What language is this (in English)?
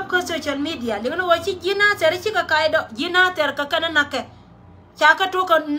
Nuer